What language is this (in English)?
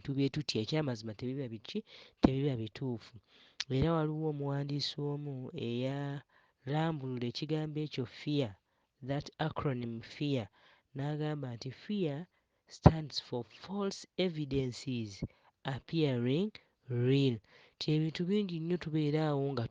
Ganda